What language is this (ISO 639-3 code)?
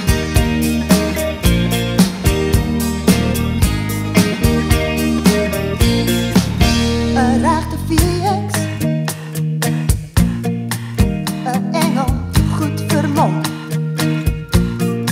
afr